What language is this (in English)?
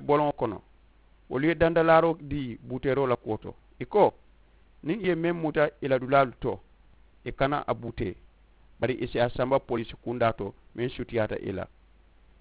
Mandingo